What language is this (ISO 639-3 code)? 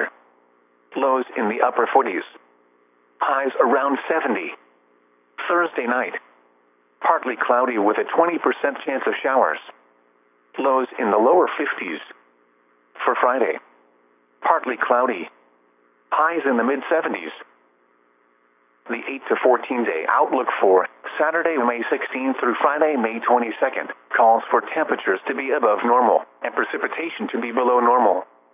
eng